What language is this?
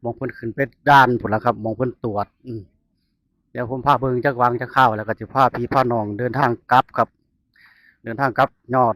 Northeastern Thai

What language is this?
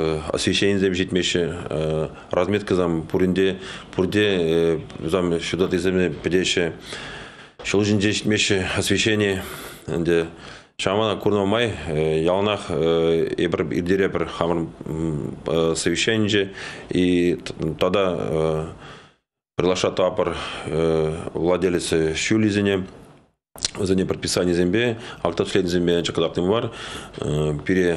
Chuvash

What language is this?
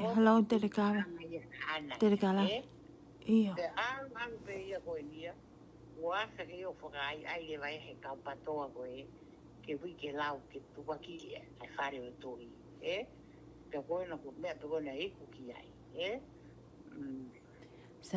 Tongan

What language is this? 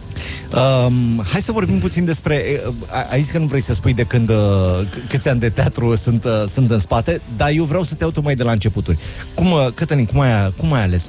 Romanian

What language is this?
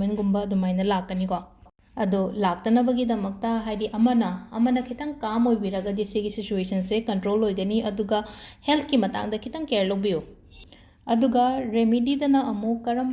Manipuri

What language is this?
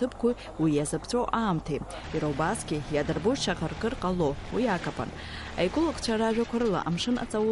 Abkhazian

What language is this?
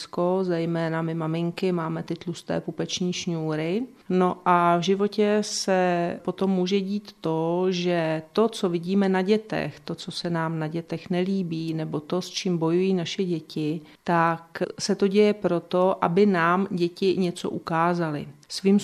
Czech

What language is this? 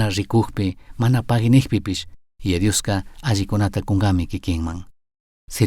Chimborazo Highland Quichua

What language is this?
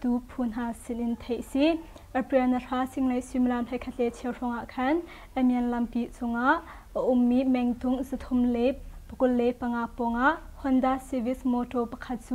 Hakha Chin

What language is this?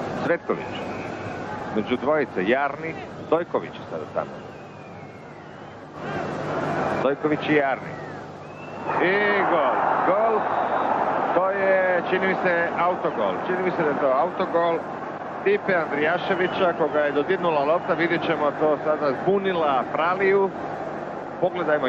Croatian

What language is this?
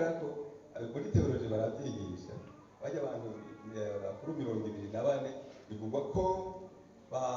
Rundi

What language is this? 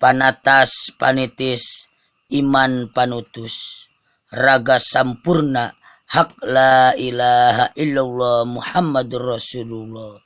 Sundanese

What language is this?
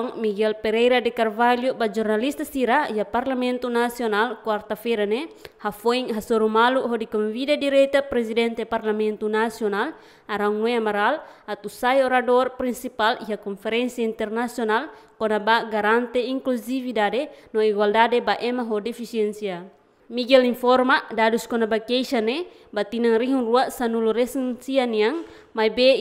Tetum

